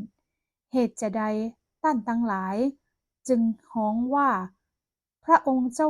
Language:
Northern Thai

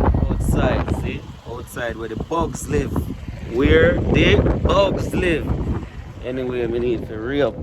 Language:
Jamaican Creole English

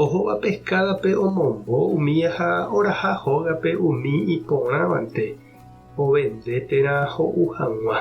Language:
Guarani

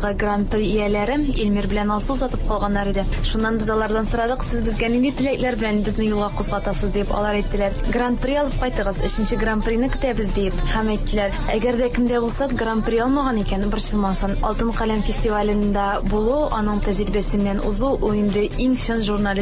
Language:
Tatar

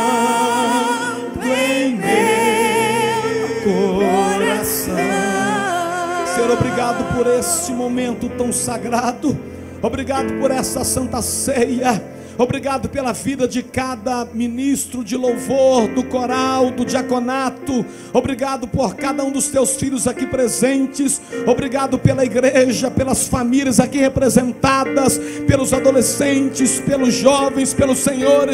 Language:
Portuguese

